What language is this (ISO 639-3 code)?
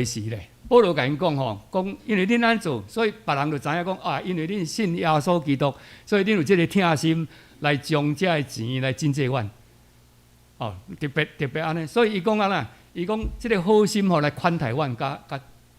nan